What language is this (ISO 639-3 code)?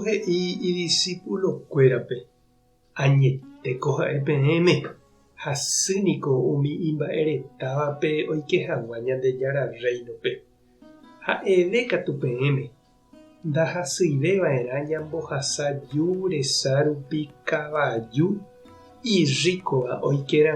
grn